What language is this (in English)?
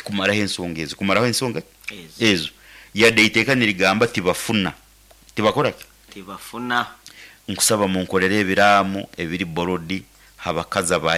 Nyankole